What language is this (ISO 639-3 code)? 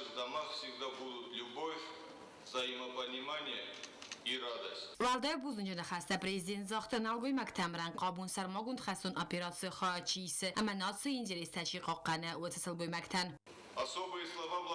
oss